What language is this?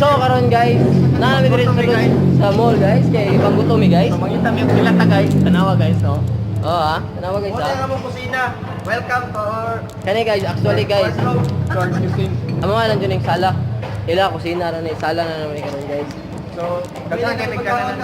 Cebuano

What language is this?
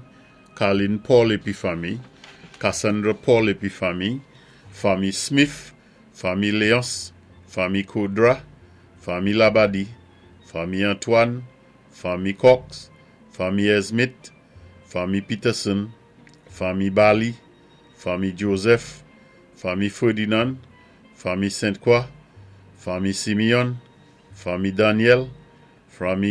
Saint Lucian Creole French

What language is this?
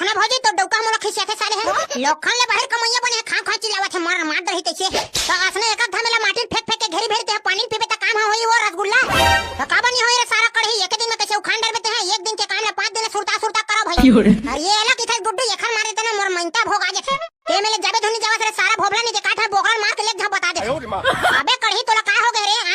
Chhattisgarhi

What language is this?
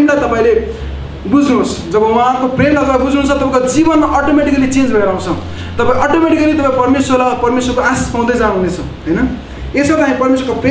Nepali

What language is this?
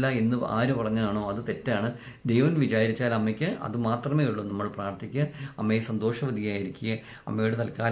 Malayalam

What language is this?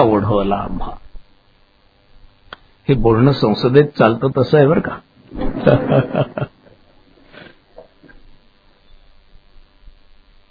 Marathi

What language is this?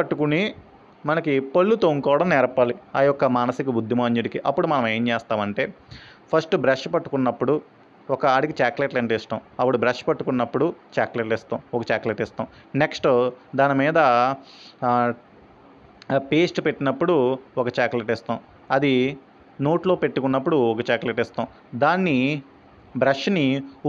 Telugu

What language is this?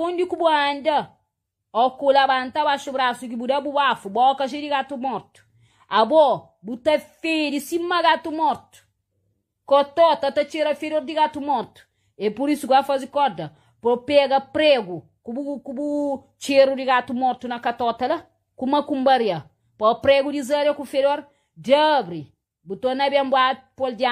Kabuverdianu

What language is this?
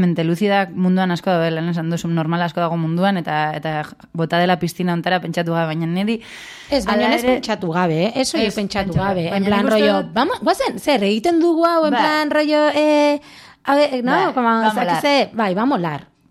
Basque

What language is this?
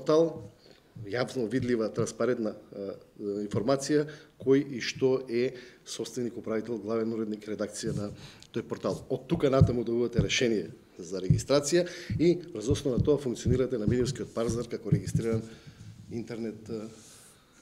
Macedonian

